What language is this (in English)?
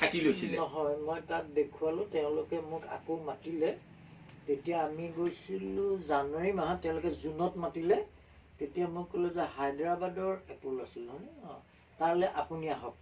Assamese